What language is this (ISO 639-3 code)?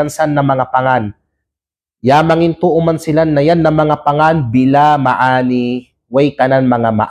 kqe